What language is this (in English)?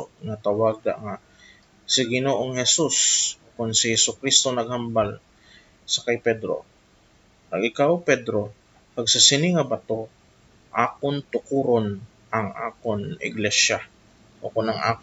Hiligaynon